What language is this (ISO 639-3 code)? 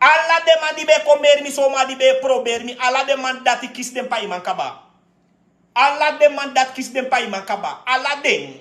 srn